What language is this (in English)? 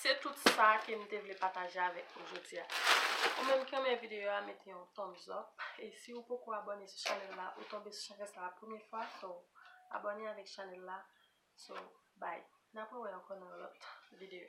Haitian Creole